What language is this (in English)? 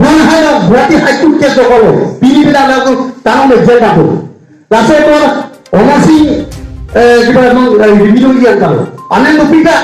Karbi